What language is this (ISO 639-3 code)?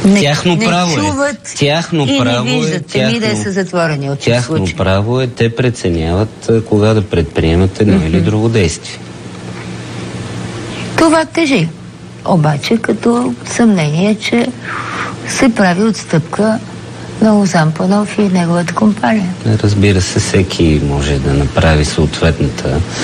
bul